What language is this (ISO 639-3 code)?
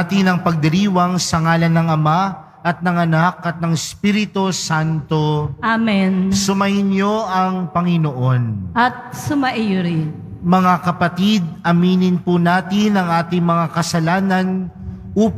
fil